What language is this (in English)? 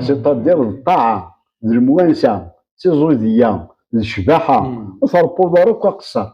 Kabyle